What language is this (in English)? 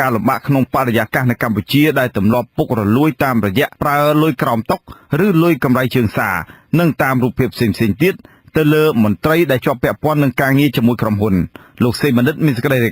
Khmer